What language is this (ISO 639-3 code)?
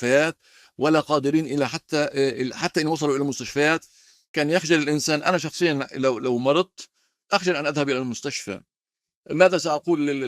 apc